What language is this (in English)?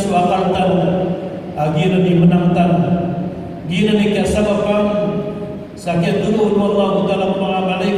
Maranao